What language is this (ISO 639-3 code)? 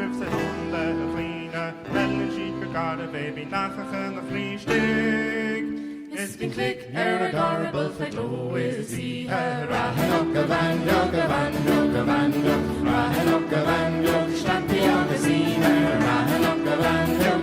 gle